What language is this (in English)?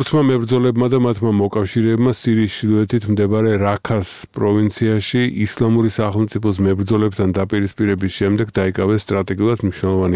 Georgian